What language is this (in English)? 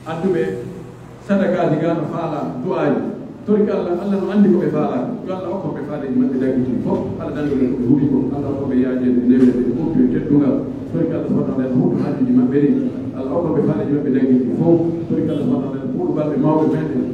Pular